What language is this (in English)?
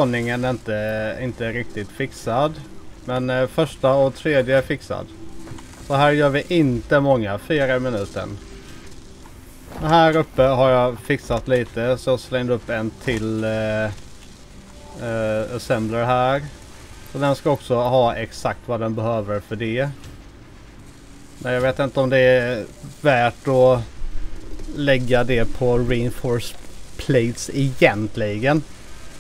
Swedish